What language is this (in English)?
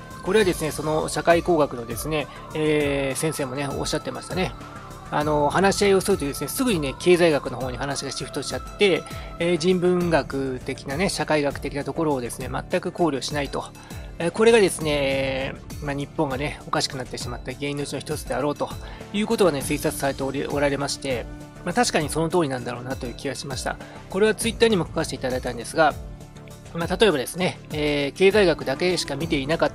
Japanese